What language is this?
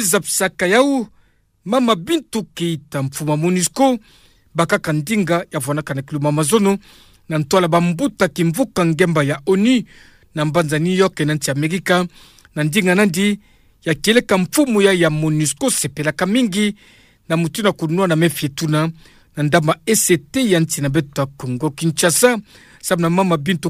Kituba (Democratic Republic of Congo)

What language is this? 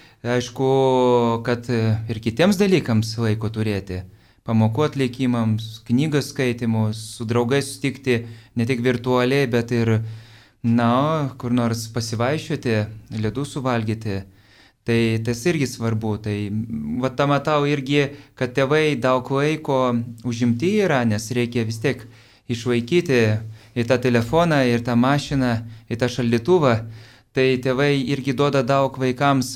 Lithuanian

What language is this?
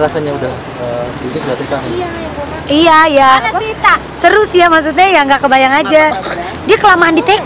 Indonesian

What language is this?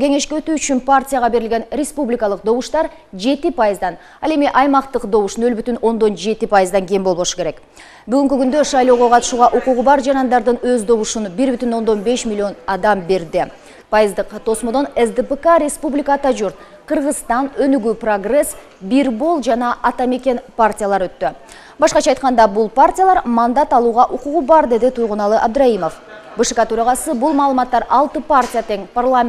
Kyrgyz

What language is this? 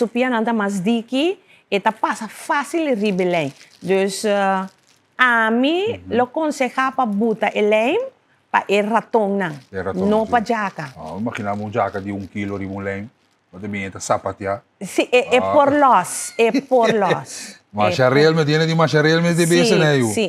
Papiamento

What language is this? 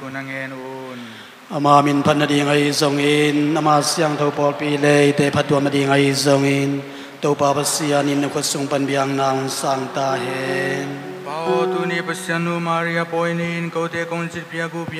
Tedim Chin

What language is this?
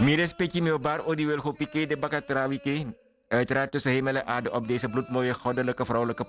Sranan Tongo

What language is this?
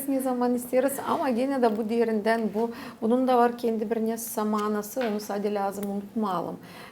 Gagauz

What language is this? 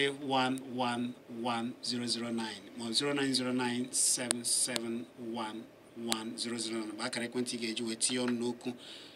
Igbo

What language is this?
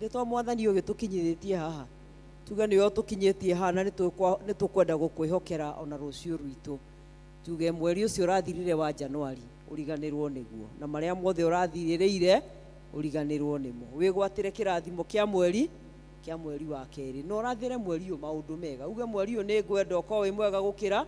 Kikuyu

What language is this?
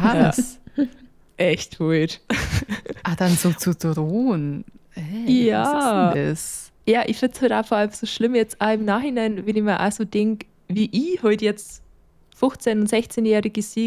Bavarian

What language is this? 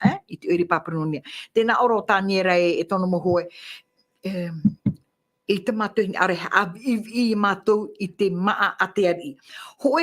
Tahitian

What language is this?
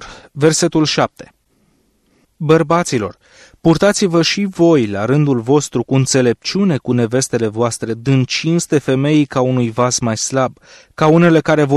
Romanian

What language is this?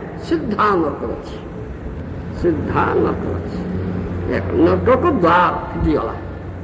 Odia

